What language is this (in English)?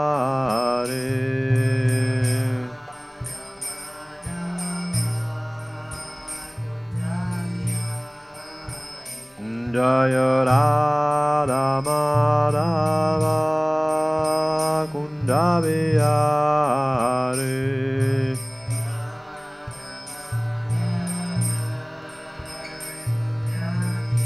Italian